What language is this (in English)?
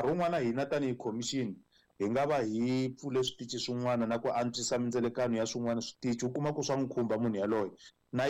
Tsonga